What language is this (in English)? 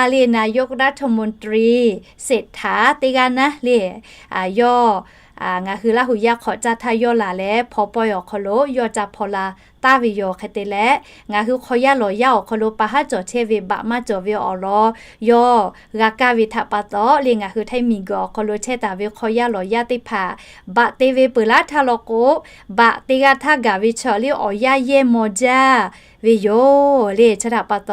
Lahu